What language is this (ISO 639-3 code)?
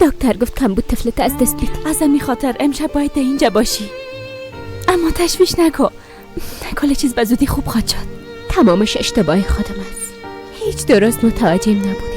fas